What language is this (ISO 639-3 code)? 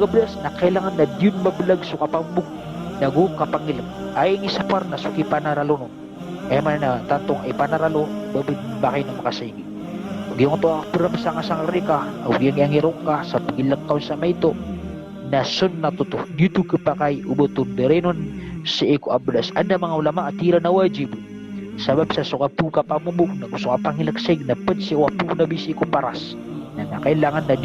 mrw